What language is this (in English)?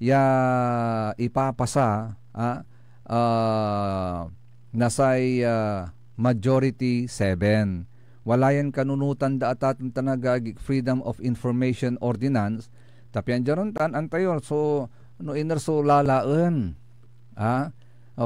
Pangasinan